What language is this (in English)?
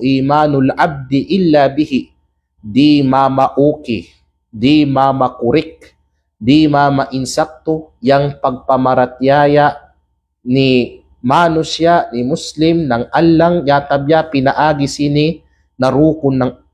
Kalagan